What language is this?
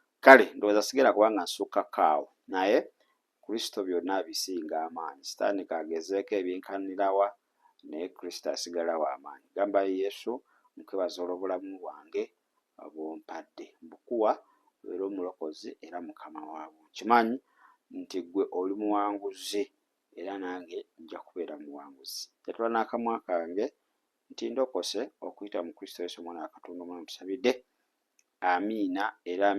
Ganda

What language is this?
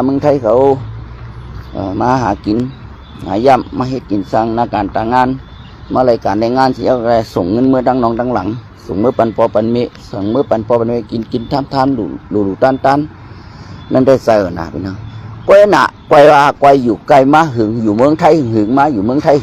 Shan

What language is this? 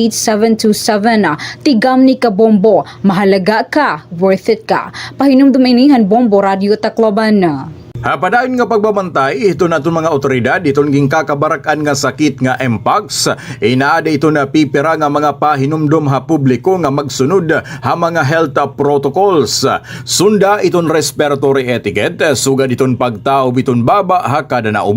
Waray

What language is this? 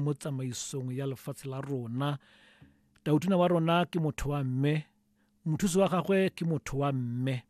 Tswana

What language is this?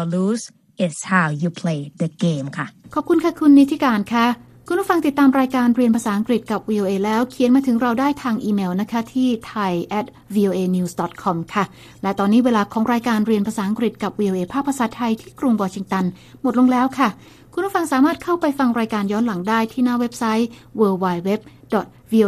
Thai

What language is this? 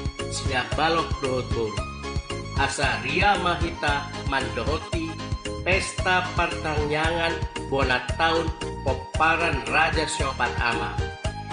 Batak Toba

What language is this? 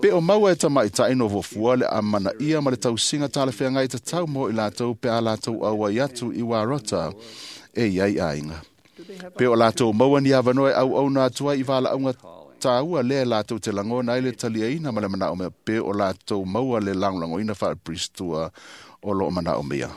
Samoan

